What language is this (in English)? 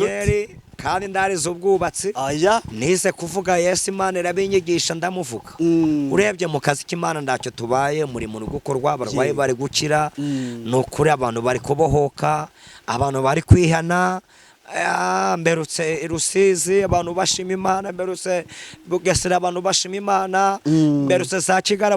Kinyarwanda